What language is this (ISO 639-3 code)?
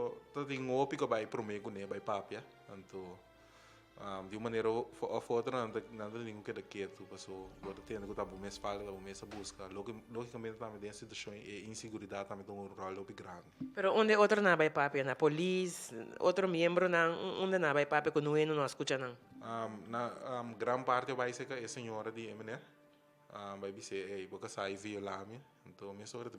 pap